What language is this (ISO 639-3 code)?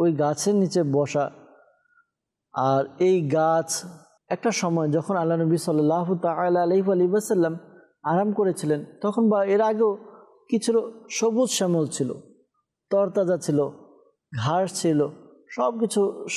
ben